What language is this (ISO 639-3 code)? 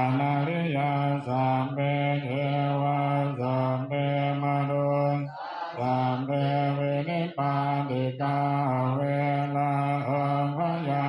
pli